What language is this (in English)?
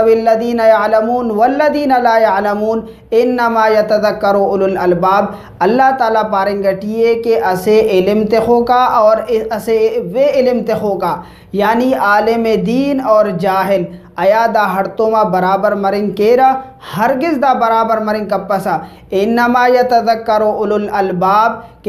Brahui